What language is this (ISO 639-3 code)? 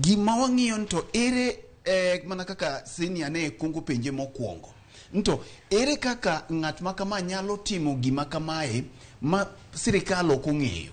luo